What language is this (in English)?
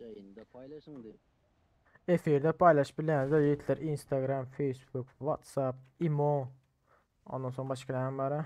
Turkmen